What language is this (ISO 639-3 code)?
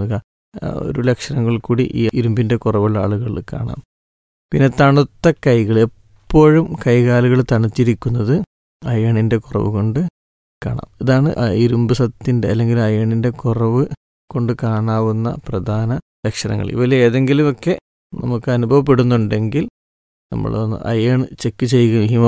mal